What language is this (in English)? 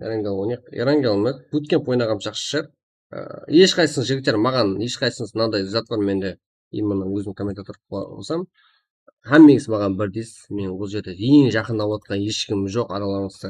Kara-Kalpak